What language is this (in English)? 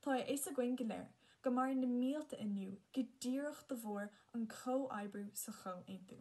Irish